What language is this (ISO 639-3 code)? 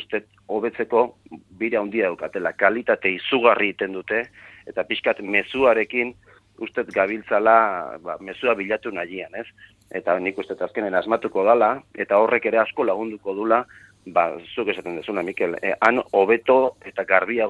eus